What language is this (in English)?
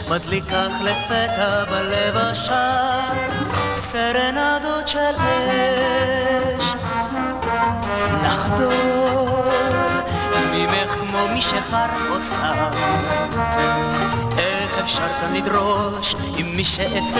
Hebrew